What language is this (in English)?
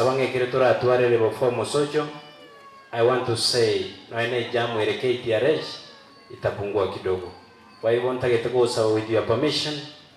Gusii